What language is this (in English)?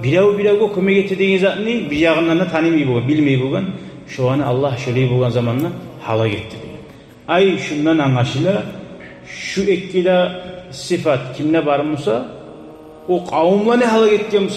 Kumyk